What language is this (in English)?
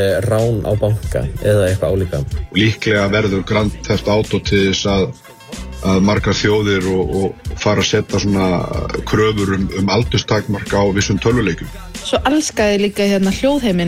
Icelandic